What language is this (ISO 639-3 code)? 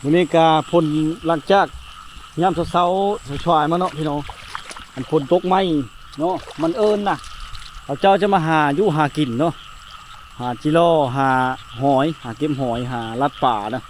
lao